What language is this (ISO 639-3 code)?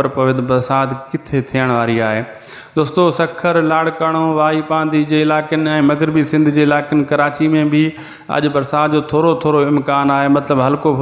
snd